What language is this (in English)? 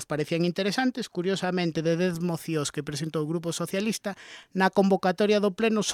Galician